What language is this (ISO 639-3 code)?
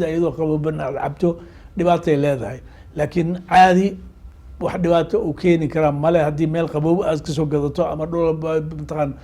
som